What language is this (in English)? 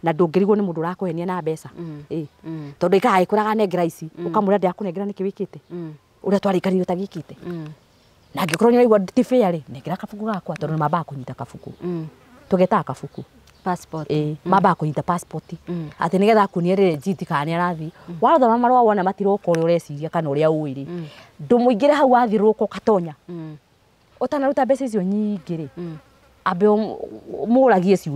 Kikuyu